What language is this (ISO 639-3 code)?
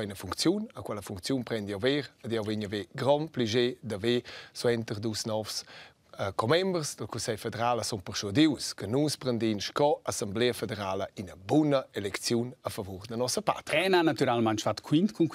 roh